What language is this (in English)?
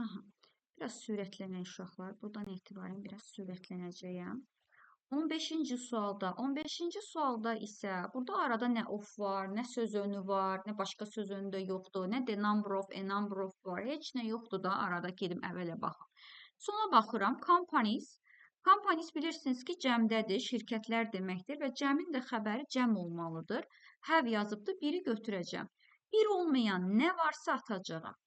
Azerbaijani